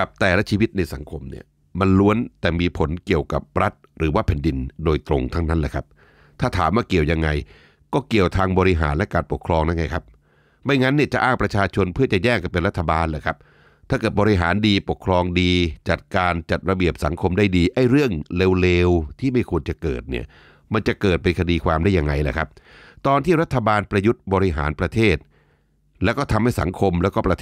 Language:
Thai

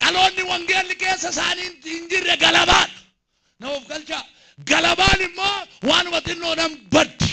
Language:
Oromo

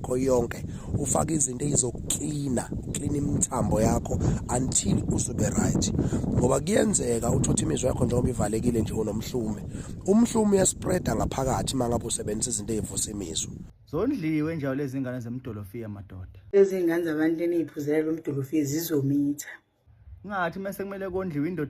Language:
Zulu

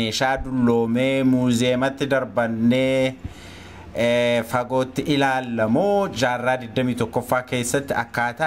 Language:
Oromo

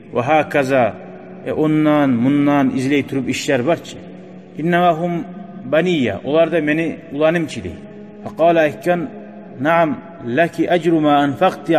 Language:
Kumyk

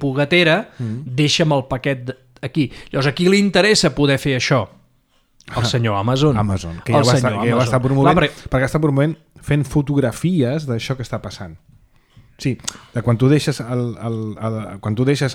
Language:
Catalan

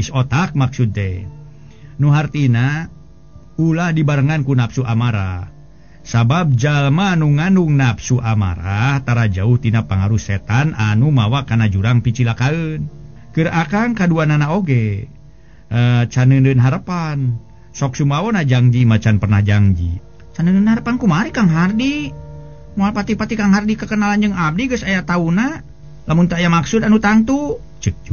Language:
Sundanese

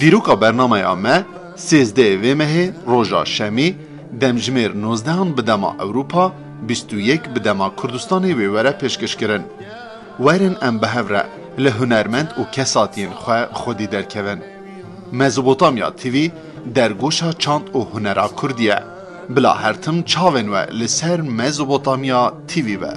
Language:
Kurdish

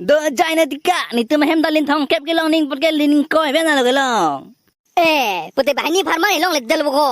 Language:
Karbi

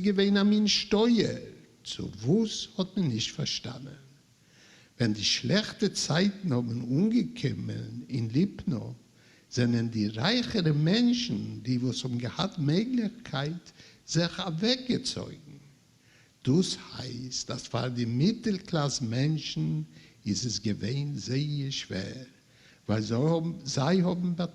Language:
Yiddish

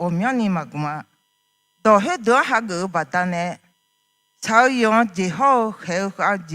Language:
Akha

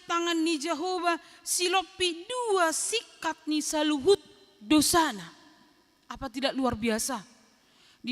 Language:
Batak Toba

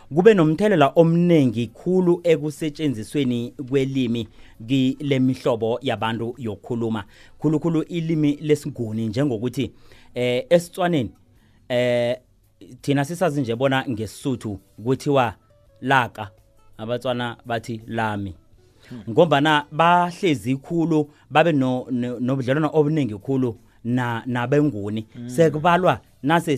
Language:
South Ndebele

